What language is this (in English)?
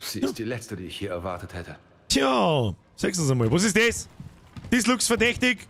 Bavarian